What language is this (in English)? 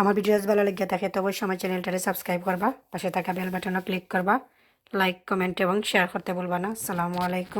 Sylheti